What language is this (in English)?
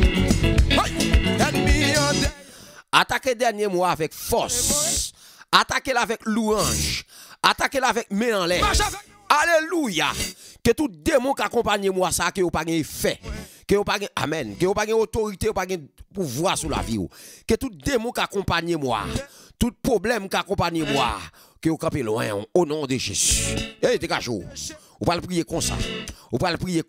French